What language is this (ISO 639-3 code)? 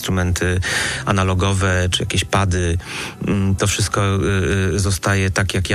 pol